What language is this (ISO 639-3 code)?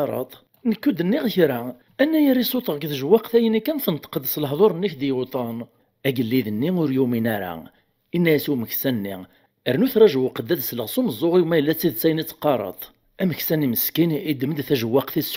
kab